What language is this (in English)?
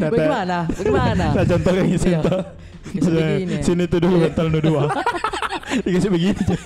Makassar Malay